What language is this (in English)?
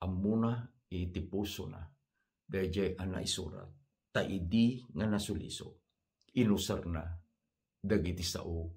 Iloko